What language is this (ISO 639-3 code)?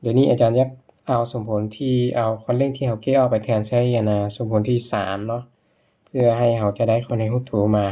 lao